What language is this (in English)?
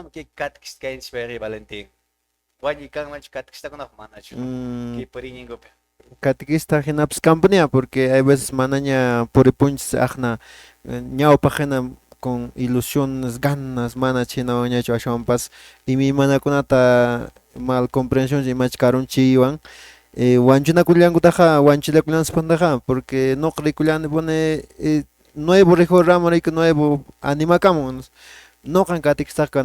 Quechua